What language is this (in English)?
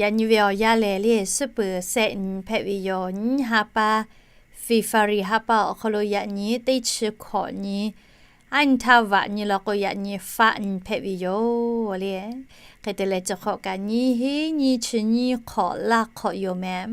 Lahu